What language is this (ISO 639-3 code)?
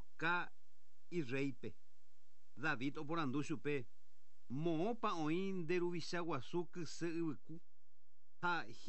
grn